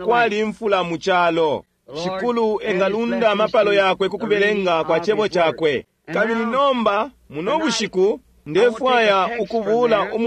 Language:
Bemba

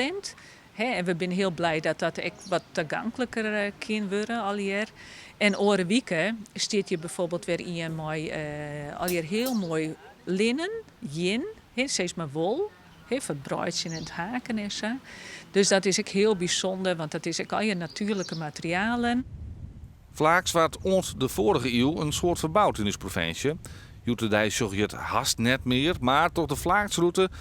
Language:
Western Frisian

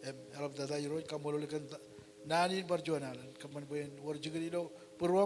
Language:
Marshallese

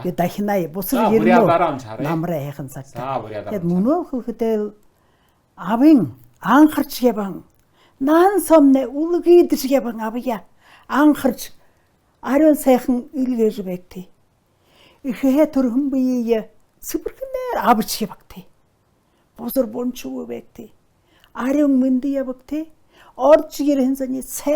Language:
Mongolian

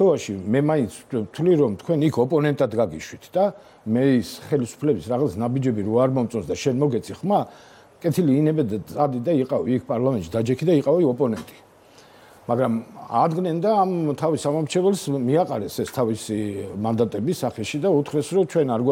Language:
Georgian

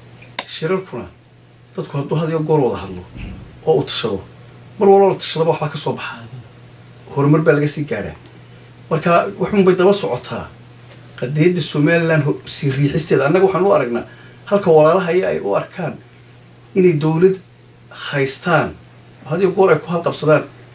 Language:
Somali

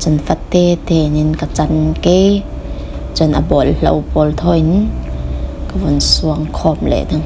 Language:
Falam Chin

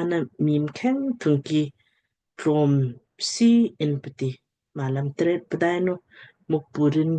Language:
Lamkang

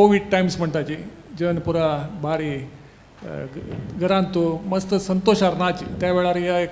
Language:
Konkani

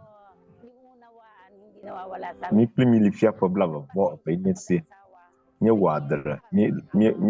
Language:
Ewe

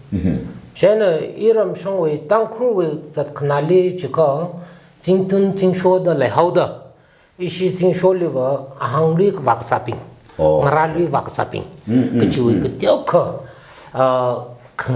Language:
Tangkhul Naga (India)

